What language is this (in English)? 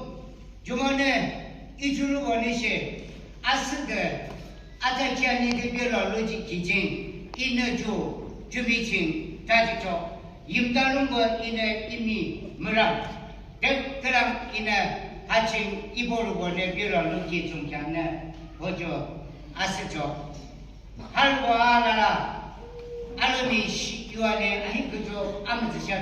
Yimchungru Naga